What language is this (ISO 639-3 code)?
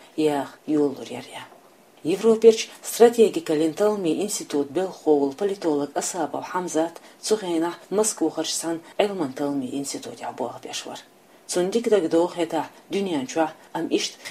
che